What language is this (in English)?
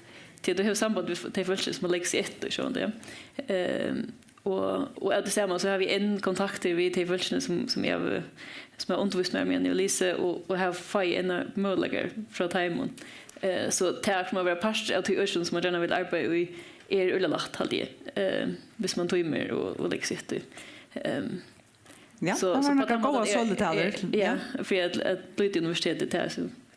Faroese